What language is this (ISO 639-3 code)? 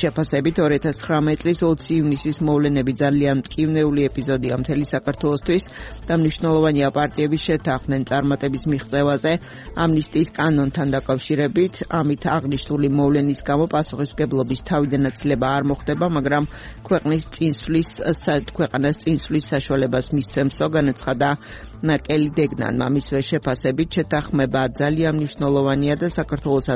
kat